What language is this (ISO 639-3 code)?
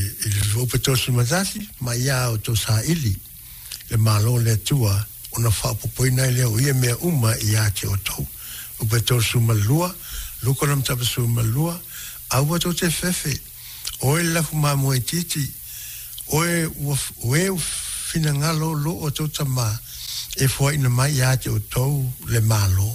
smo